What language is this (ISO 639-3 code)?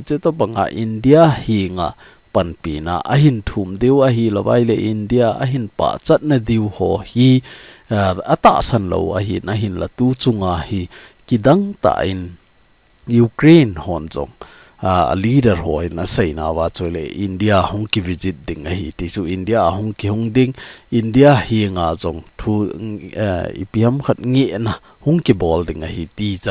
tcz